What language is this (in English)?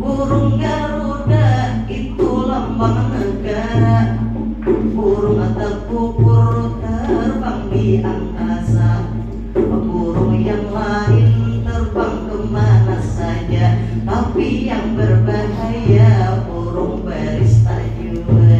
Banjar